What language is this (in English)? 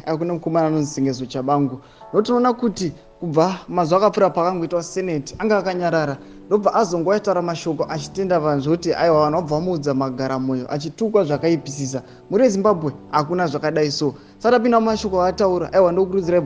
Shona